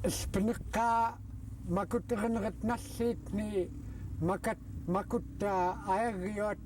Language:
Central Yupik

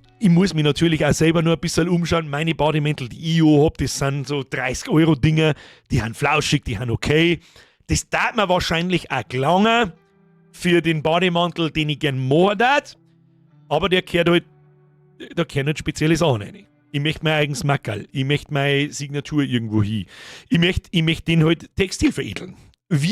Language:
Bavarian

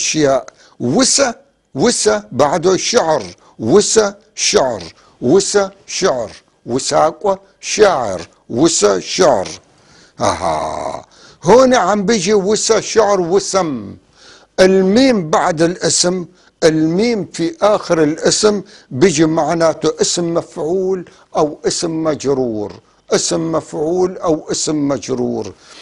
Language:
North Levantine Arabic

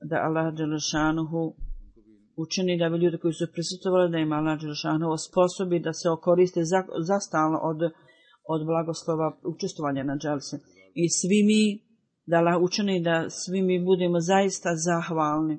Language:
Bosnian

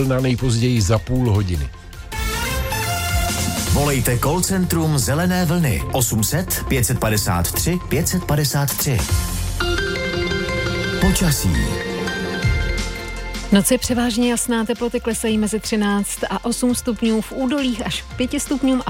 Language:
Czech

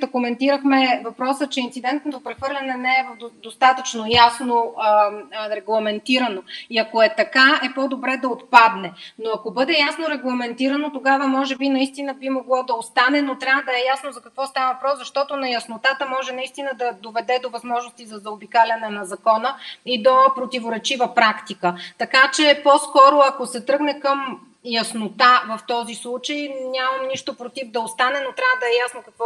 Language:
Bulgarian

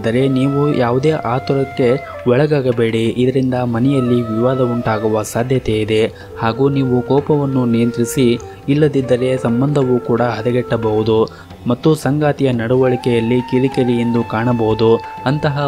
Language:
Kannada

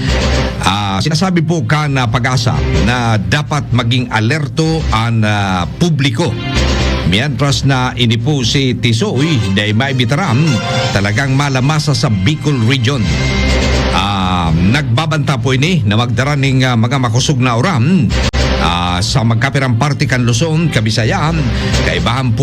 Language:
Bikol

